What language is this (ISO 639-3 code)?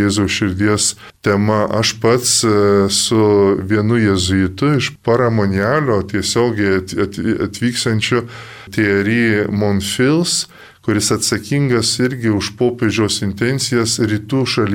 lit